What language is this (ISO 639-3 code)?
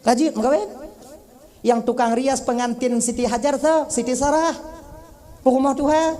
ace